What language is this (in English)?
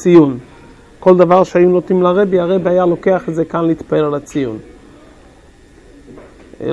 Hebrew